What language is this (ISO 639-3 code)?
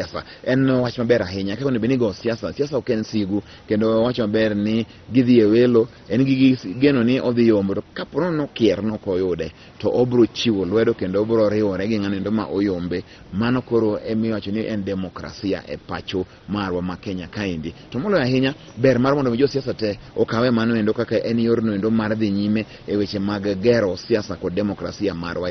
luo